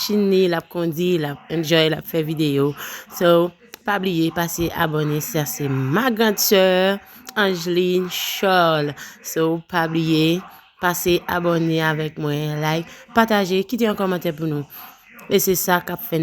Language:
Haitian Creole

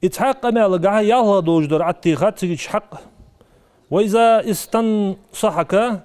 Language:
Ingush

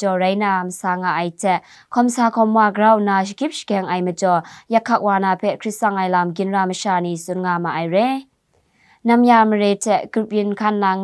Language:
Kachin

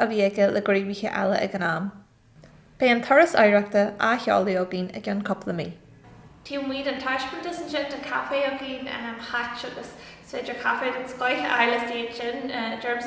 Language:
Irish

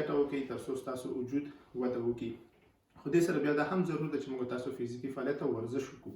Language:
Pashto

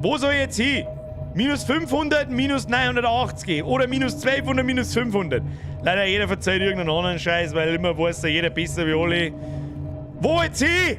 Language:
Bavarian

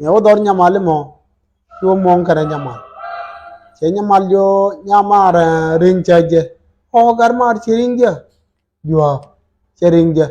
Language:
Nuer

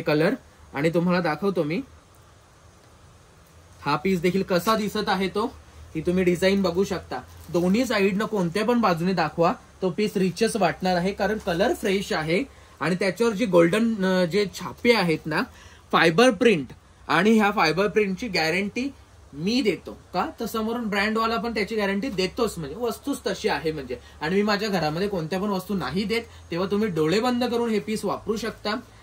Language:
Marathi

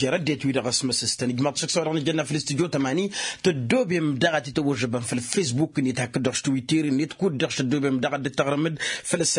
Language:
Tamasheq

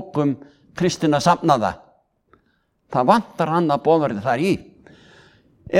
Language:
Icelandic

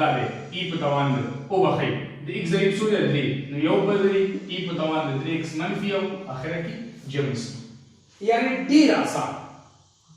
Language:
Pashto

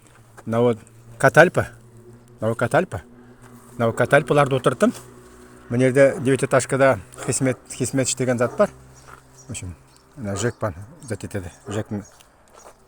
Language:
Nogai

